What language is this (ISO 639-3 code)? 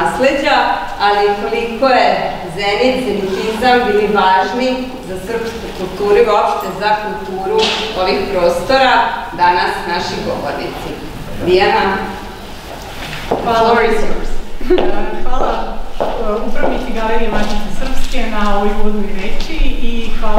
srp